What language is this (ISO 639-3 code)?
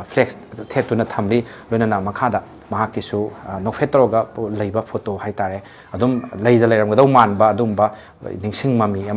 mni